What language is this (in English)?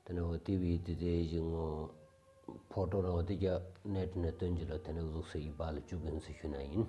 Stod Bhoti